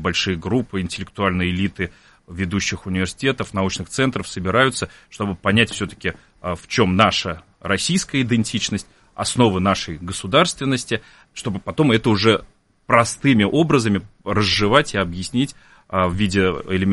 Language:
Russian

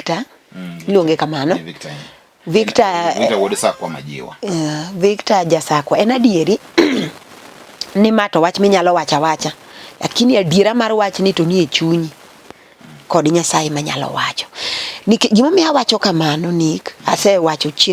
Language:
Luo (Kenya and Tanzania)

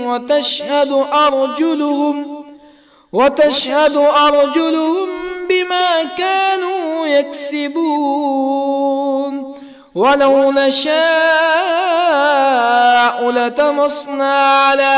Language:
Arabic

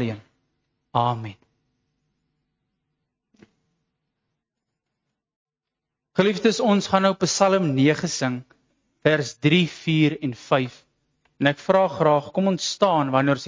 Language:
Afrikaans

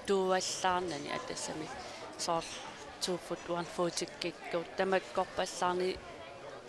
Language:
Kalaallisut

